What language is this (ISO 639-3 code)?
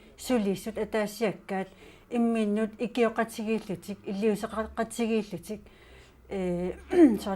kal